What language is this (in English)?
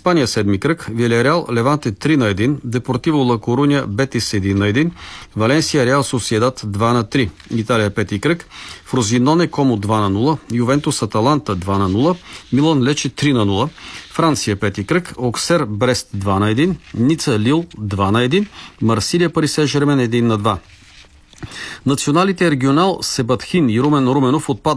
Bulgarian